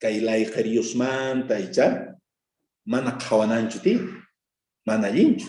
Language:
South Bolivian Quechua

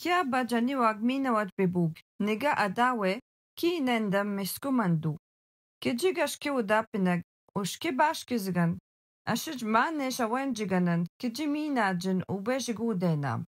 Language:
Algonquin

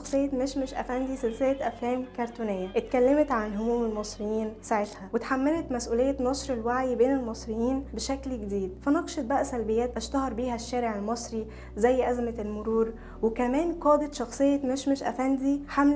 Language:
Egyptian Arabic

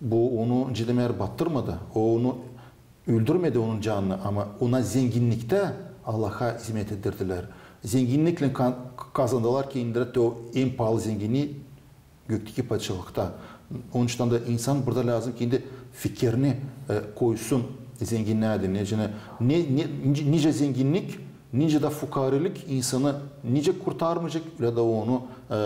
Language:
Gagauz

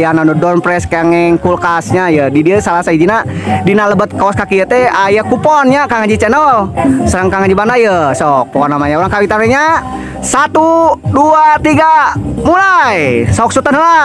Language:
Sundanese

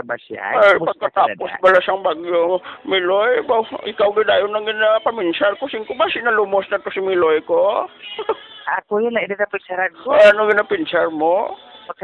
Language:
Hiligaynon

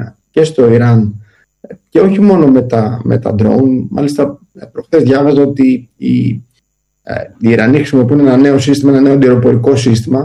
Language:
Greek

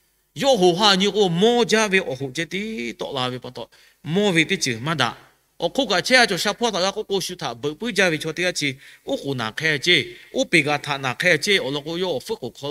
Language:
Lahu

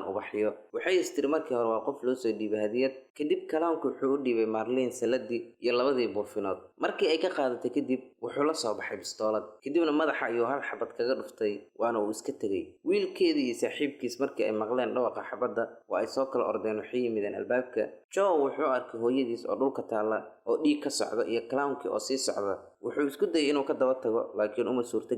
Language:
Somali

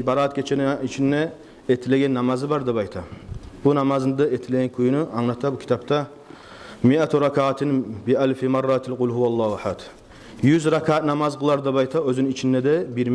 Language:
Kumyk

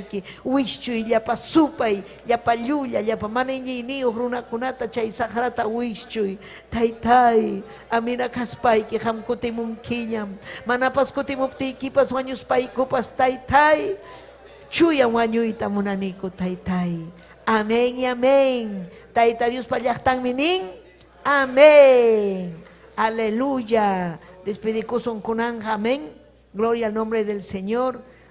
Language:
Ayacucho Quechua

